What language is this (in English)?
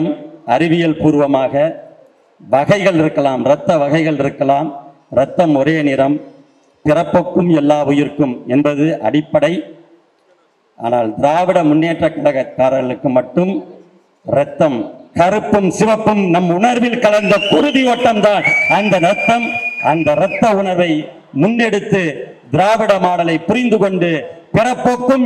Tamil